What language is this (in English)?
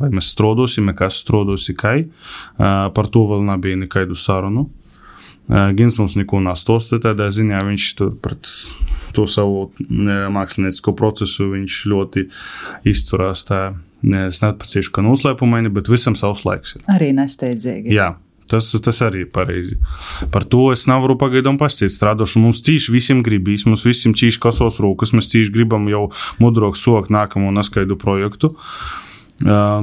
Latvian